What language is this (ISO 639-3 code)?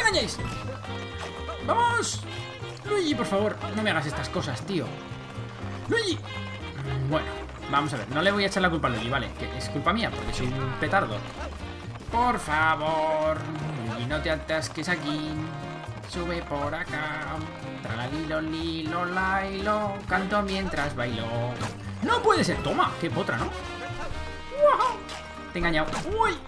spa